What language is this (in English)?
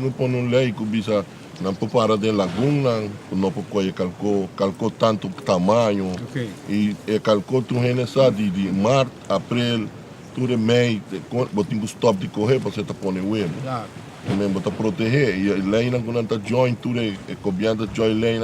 Papiamento